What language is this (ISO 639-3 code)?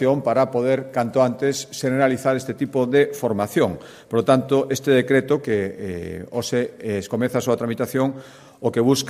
glg